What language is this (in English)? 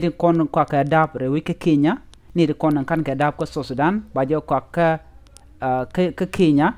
Nuer